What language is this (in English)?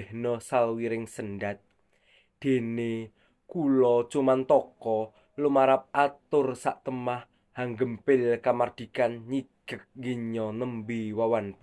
Javanese